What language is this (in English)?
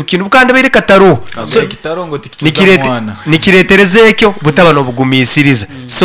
Nyoro